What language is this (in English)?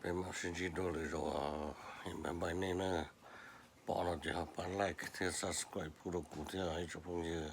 Hmong